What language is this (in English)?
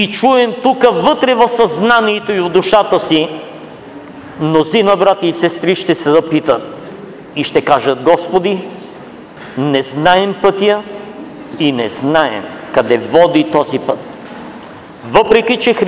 Bulgarian